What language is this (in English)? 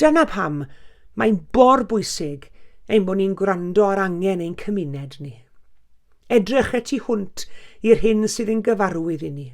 Welsh